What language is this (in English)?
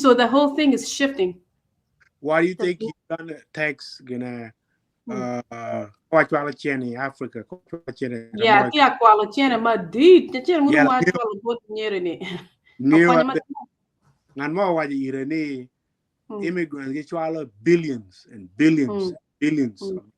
Acoli